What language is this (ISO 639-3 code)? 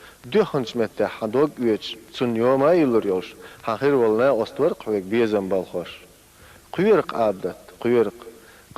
che